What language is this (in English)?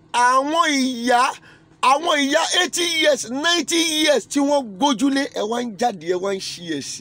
Yoruba